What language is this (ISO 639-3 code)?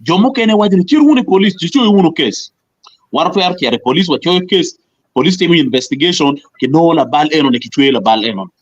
ach